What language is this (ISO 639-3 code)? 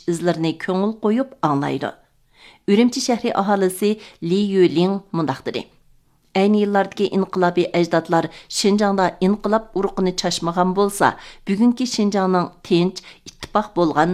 uig